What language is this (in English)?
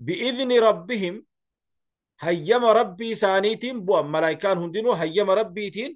Oromo